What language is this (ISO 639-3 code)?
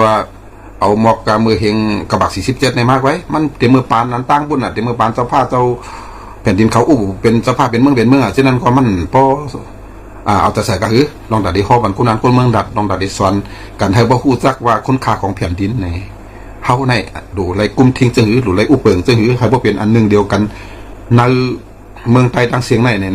shn